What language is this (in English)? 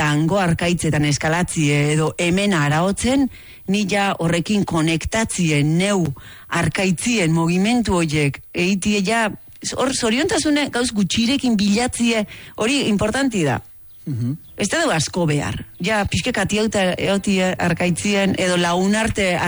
Basque